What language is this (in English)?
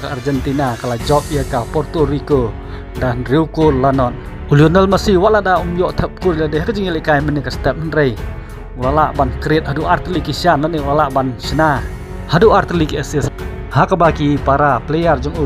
Khasi